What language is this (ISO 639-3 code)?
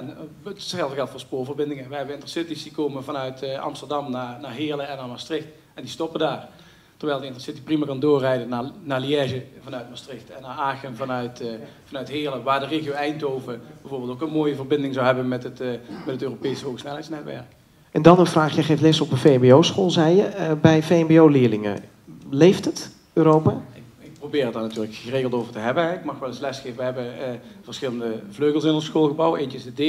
nld